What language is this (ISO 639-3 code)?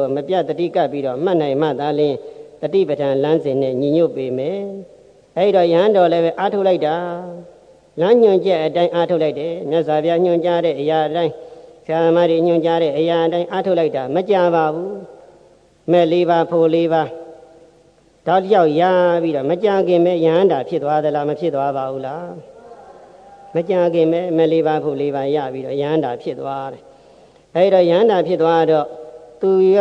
mya